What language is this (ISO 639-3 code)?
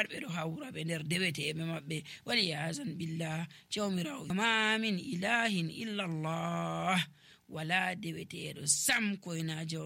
fuv